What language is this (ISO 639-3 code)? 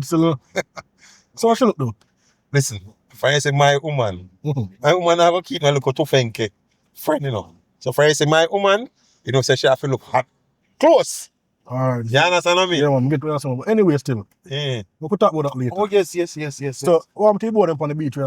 jam